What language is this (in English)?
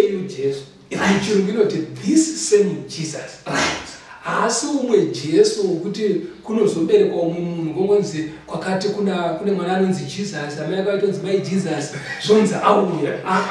Shona